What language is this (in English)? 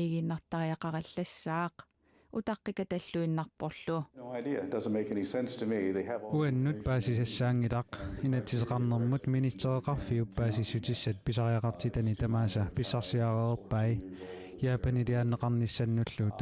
Kalaallisut